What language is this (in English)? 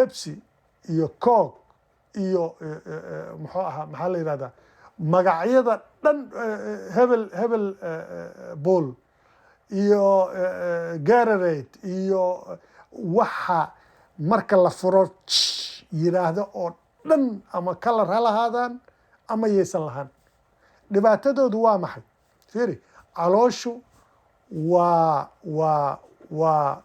Somali